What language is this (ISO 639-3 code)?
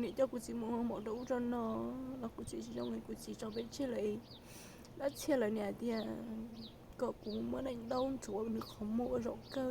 hmn